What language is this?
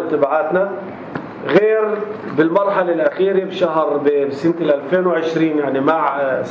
North Levantine Arabic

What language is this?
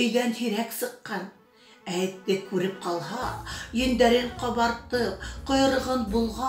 Bashkir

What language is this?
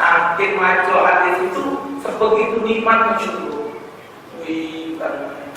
Musi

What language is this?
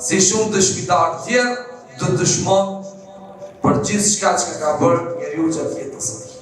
Albanian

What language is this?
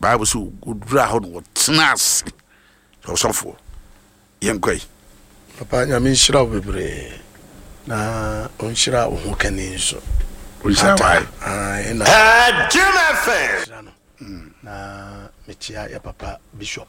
Akan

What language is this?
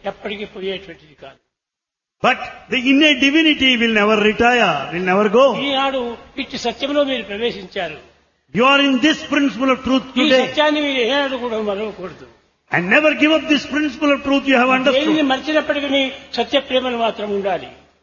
Telugu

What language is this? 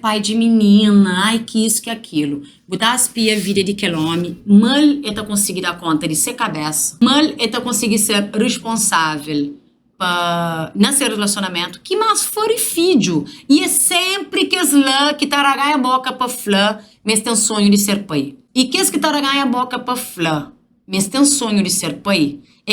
Kabuverdianu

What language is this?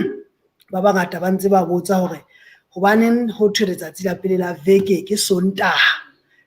Southern Sotho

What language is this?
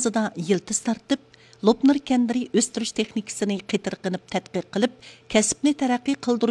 Uyghur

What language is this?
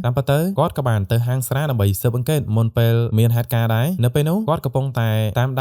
Khmer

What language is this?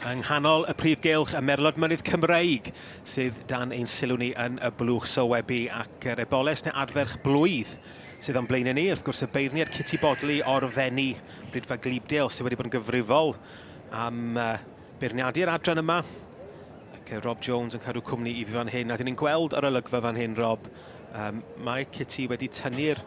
Welsh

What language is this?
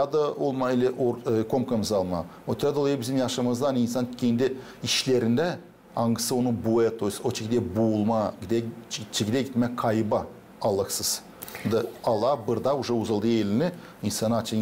Gagauz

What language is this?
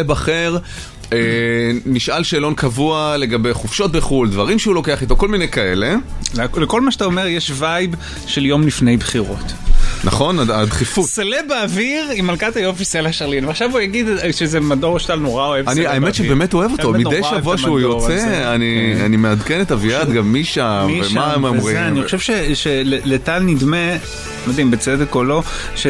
Hebrew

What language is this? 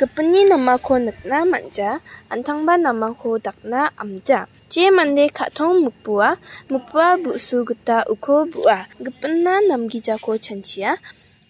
Garo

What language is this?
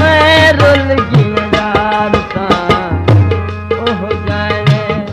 Saraiki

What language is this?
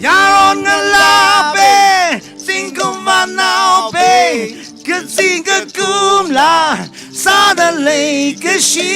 Tangkhul Naga (India)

